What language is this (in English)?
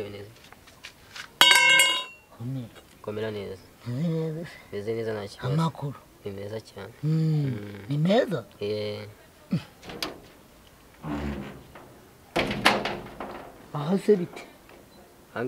Kinyarwanda